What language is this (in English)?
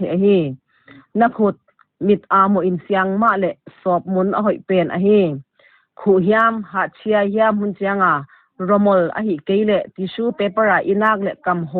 Paite Chin